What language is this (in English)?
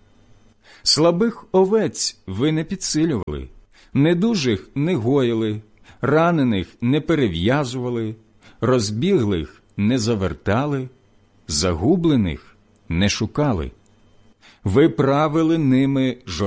Ukrainian